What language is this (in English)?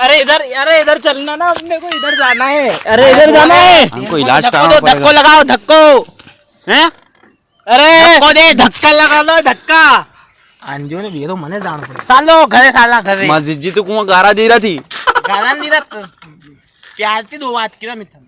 Rajasthani